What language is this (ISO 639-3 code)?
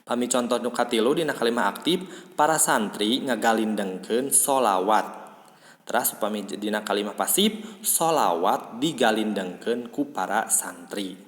sun